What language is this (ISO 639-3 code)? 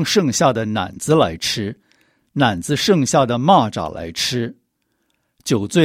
zho